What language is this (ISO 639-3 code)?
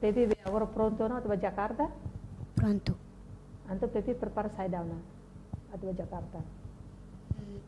tet